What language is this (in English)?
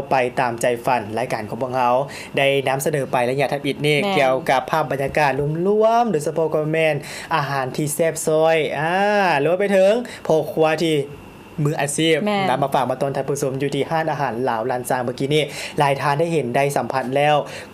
Lao